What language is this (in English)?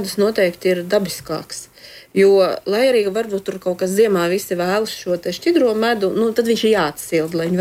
Latvian